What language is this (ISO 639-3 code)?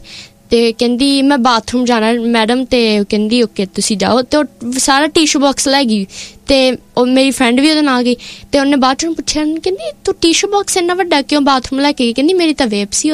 pan